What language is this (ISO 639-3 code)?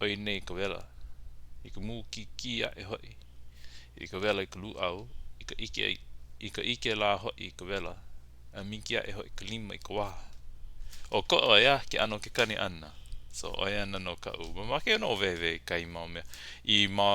haw